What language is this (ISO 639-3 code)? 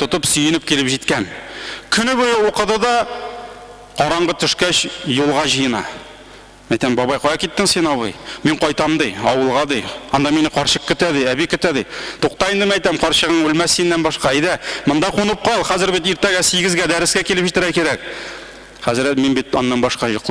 tat